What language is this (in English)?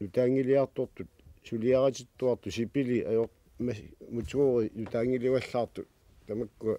Kalaallisut